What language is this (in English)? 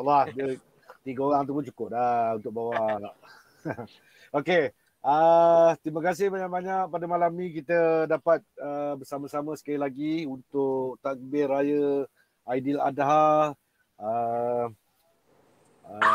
Malay